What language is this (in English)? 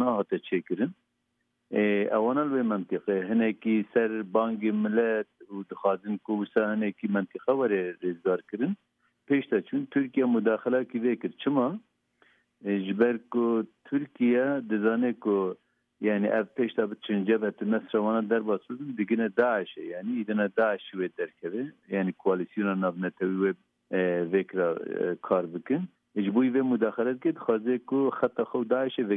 Kurdish